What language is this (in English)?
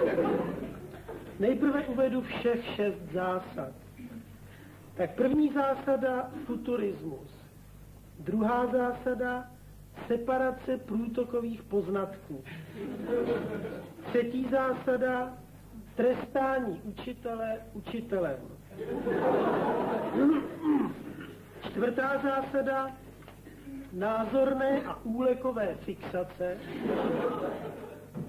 Czech